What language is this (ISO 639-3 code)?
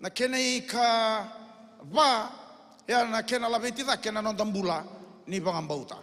fij